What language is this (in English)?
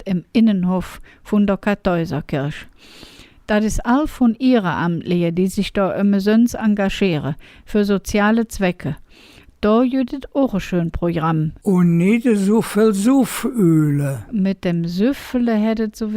Colognian